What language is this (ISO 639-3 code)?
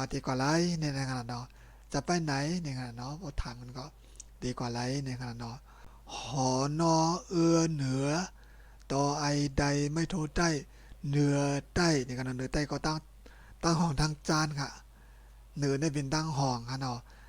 shn